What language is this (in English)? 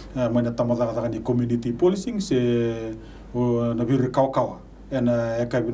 Fijian